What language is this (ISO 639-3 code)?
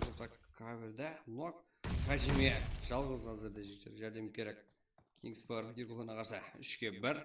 kaa